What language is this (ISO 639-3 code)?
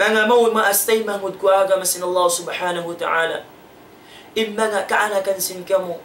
tsg